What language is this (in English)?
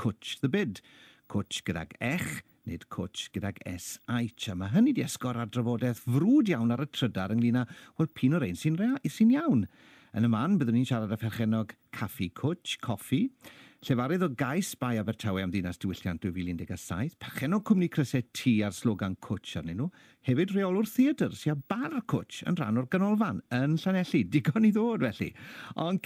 Welsh